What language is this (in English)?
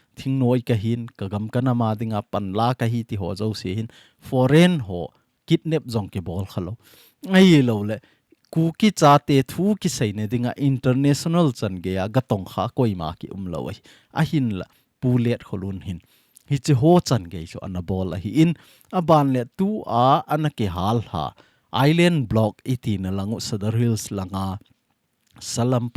Thado Chin